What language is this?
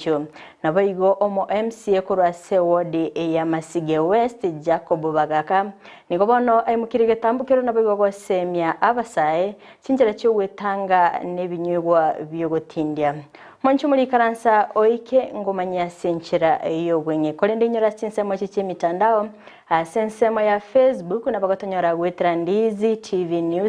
Gusii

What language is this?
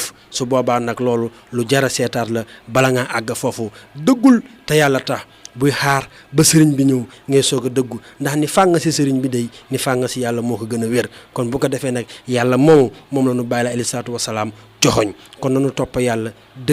Wolof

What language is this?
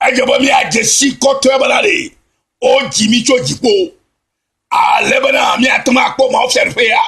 Ewe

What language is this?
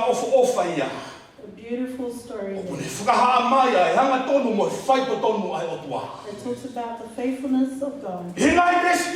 Tongan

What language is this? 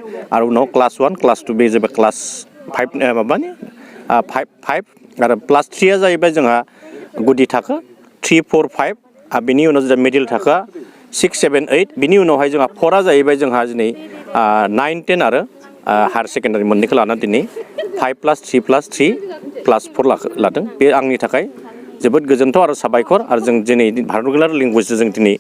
Bodo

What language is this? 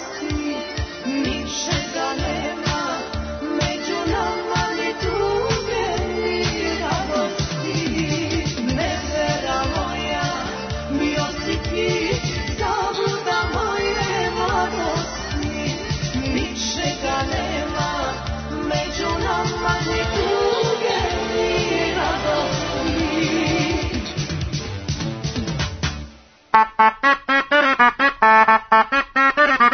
Serbian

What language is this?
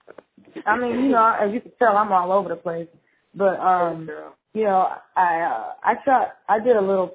English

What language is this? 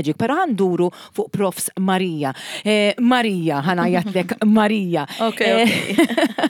Maltese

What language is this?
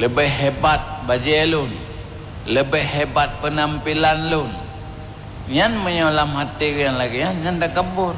Achinese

